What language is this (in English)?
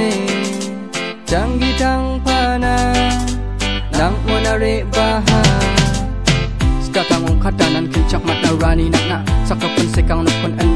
Garo